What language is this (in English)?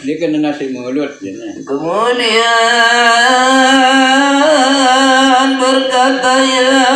Sasak